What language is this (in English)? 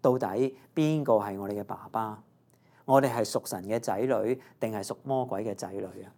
Cantonese